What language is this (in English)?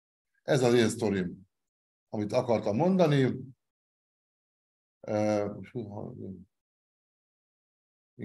Hungarian